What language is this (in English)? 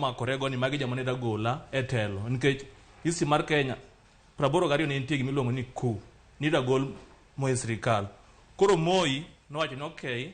Luo (Kenya and Tanzania)